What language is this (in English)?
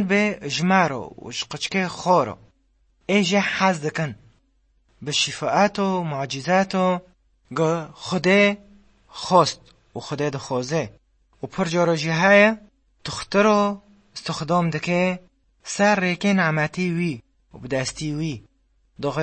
Kurdish